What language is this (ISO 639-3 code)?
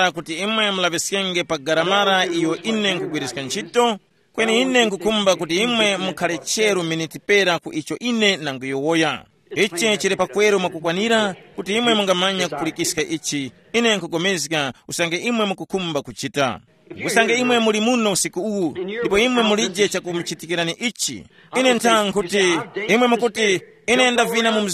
tum